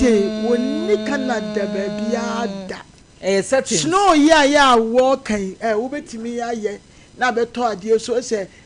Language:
Akan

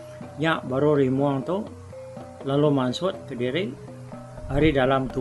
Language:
Iban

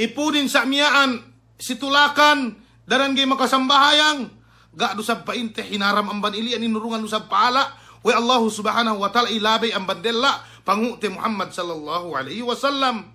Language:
Yakan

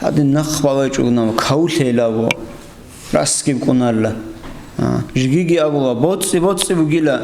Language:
Avaric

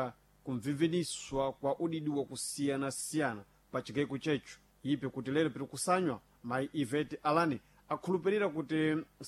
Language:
Sena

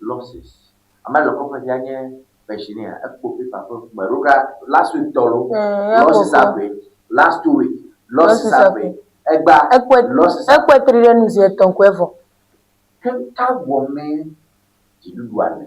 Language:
Ewe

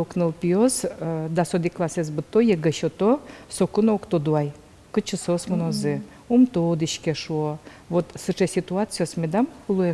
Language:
Udmurt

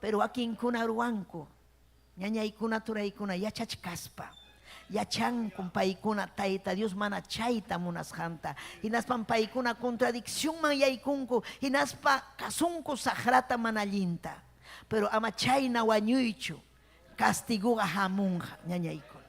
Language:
Ayacucho Quechua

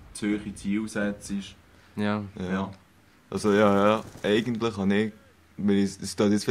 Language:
Swiss German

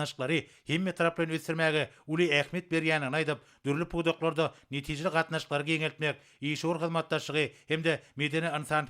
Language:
Turkmen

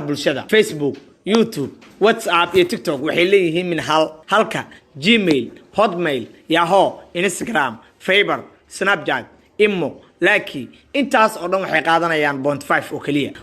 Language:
Somali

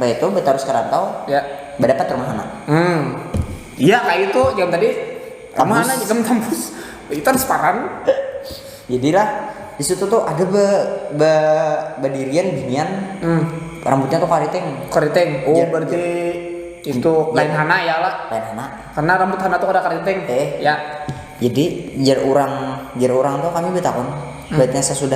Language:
Banjar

